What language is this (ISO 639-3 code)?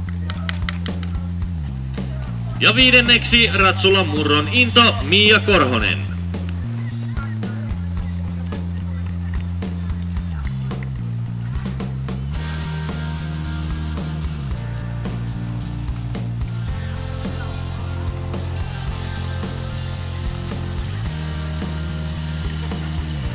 fin